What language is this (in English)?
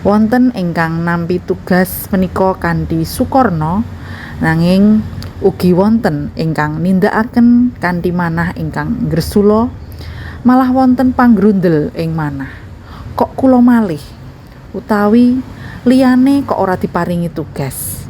Javanese